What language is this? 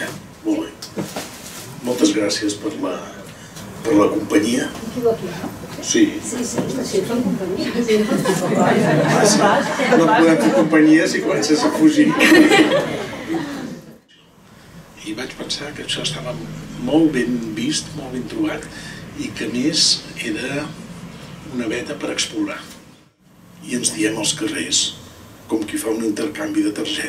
Catalan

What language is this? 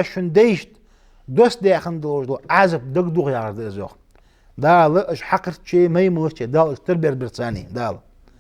Ingush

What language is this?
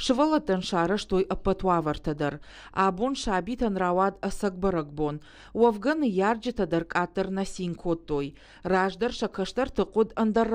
Ossetic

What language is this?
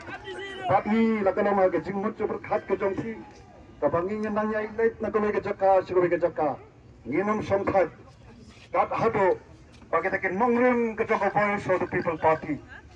Khasi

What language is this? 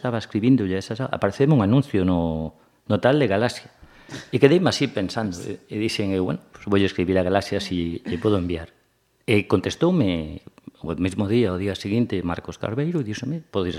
Galician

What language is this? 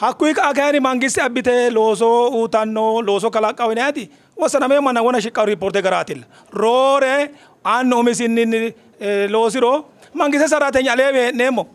Sidamo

